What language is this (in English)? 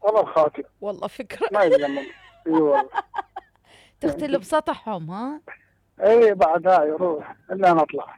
Mesopotamian Arabic